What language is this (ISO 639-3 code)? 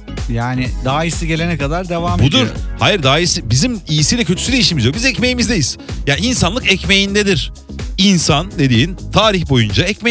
tur